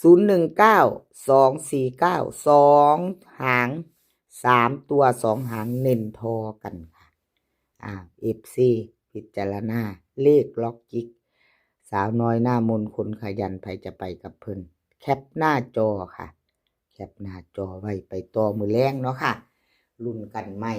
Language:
Northeastern Thai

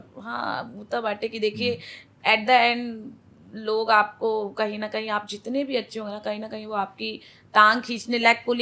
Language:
Bhojpuri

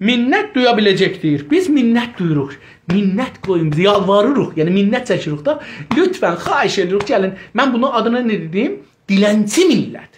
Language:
South Azerbaijani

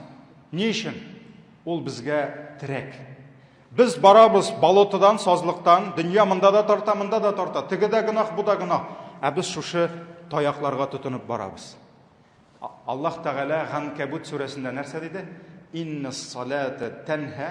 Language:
Tatar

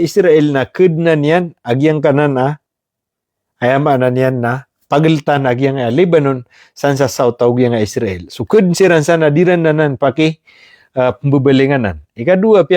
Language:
Maranao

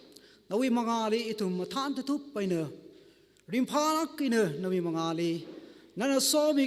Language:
Tangkhul Naga (India)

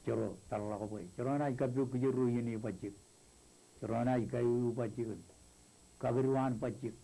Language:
Marshallese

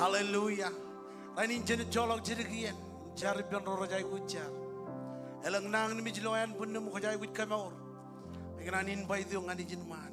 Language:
Marshallese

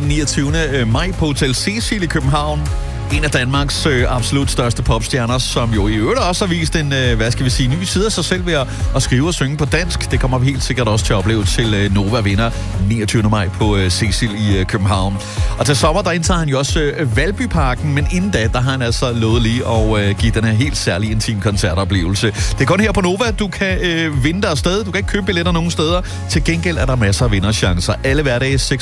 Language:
Danish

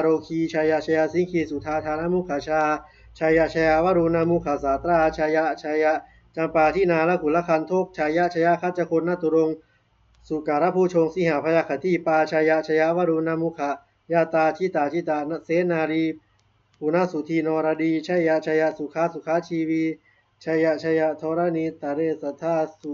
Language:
Pali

